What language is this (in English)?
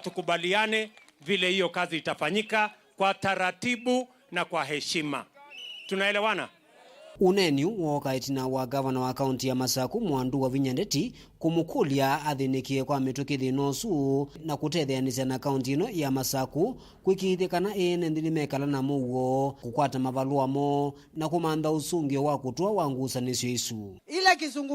Kamba